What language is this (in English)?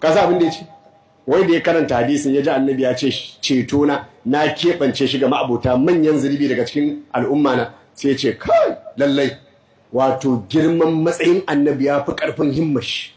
Hausa